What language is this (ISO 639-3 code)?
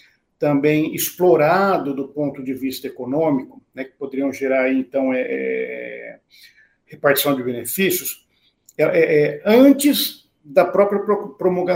por